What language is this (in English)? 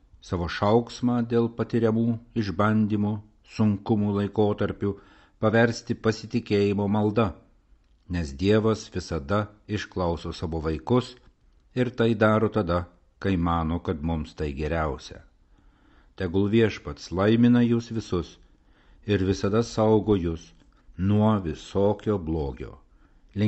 Lithuanian